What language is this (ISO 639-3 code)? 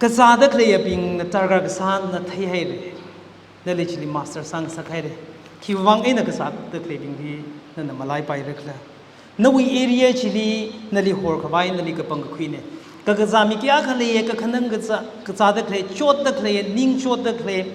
nmf